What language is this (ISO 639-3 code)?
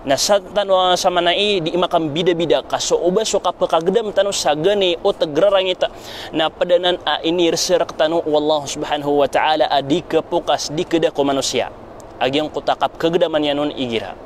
mrw